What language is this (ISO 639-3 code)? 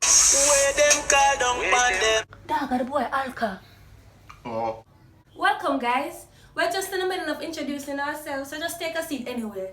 jam